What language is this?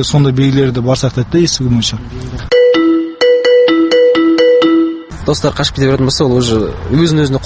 Kazakh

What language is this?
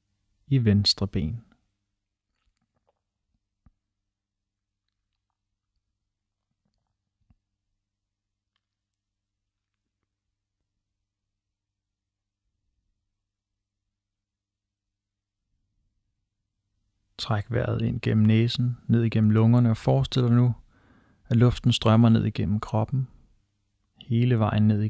Danish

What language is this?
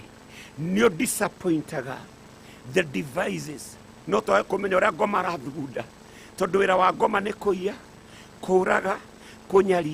Kikuyu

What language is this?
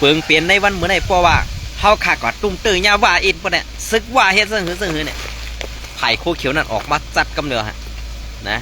Shan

